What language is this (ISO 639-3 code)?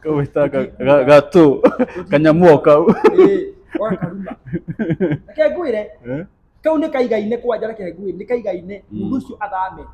kik